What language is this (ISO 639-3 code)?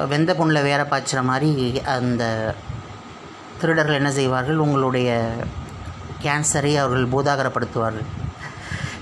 tam